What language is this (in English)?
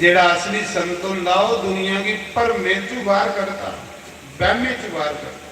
Dogri